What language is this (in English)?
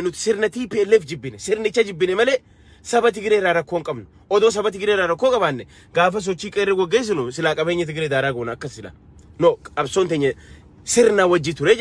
Oromo